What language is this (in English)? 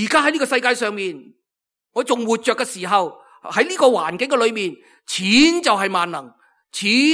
Cantonese